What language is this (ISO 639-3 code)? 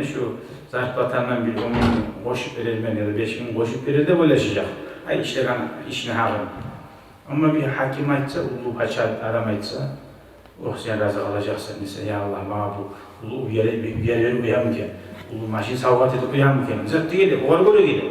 kum